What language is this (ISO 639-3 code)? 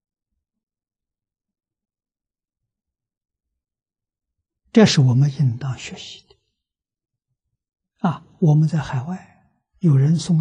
zho